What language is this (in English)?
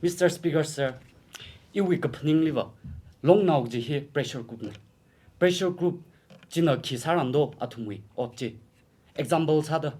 Tangkhul Naga (India)